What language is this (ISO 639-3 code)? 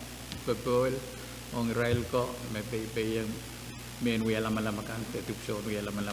pon